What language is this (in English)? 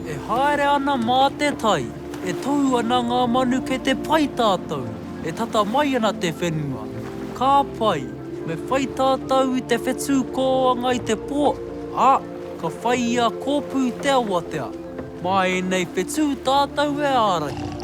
Māori